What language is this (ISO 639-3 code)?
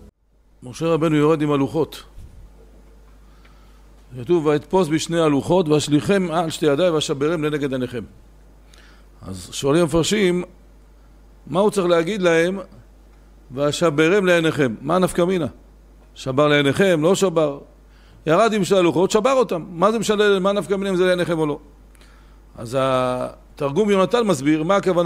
heb